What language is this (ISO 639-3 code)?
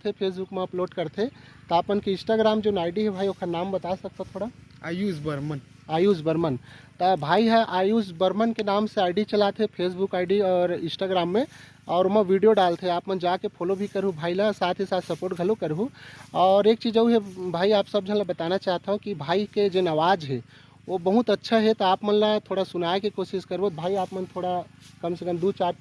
hne